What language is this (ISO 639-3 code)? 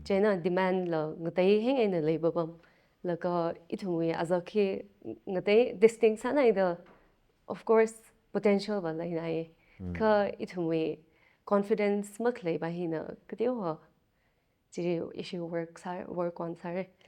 nmf